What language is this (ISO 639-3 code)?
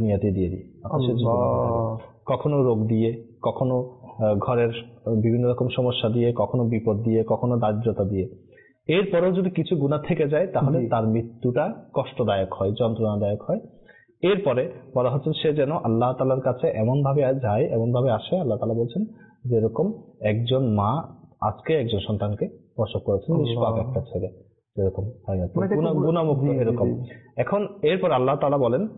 ben